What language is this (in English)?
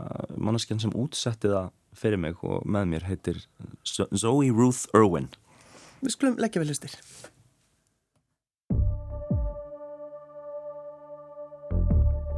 Icelandic